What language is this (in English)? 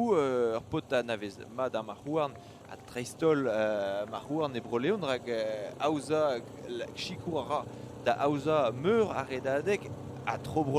Breton